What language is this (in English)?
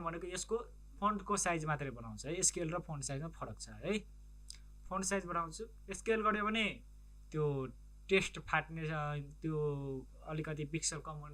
Nepali